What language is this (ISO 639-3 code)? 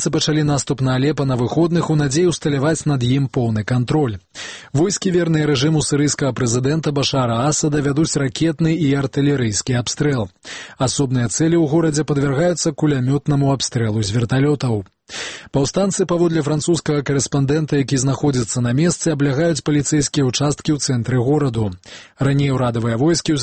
bel